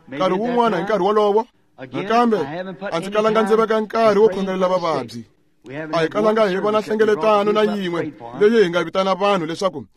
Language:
Tsonga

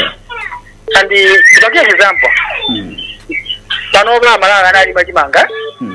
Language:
Nyanja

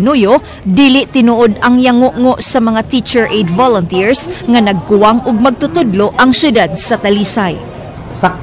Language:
Cebuano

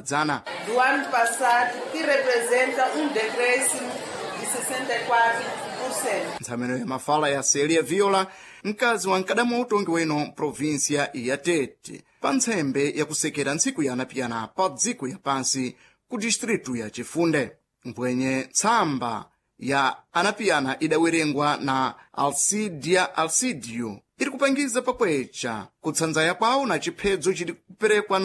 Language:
Sena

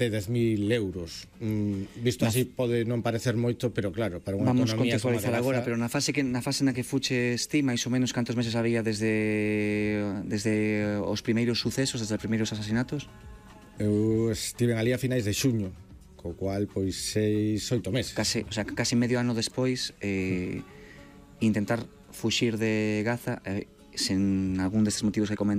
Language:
Galician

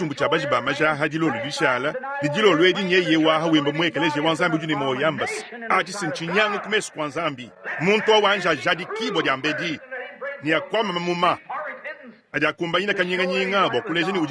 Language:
Luba-Lulua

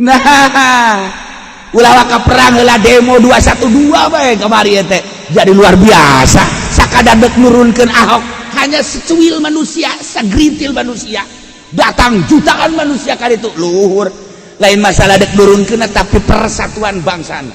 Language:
Sundanese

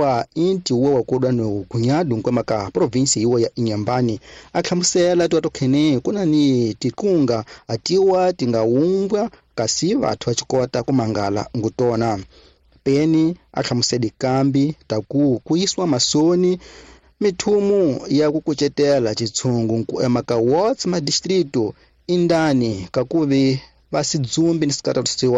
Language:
Tsonga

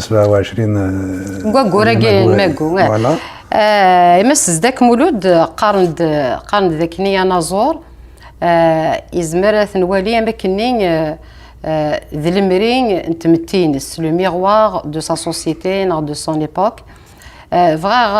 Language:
Kabyle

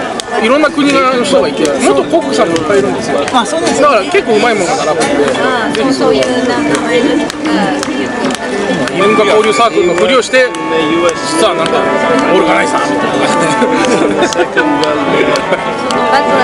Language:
Japanese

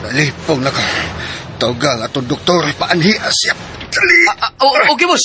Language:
Cebuano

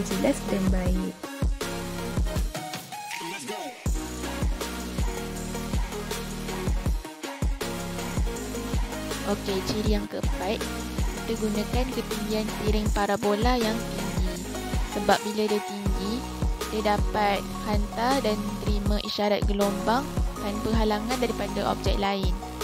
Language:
Malay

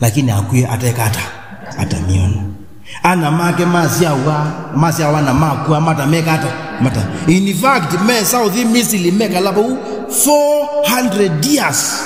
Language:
Kamba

